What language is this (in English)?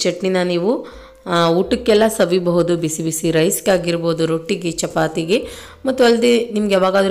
Kannada